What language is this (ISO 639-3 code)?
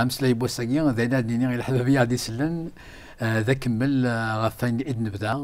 kab